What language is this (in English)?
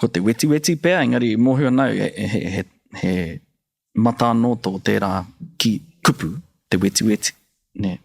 Māori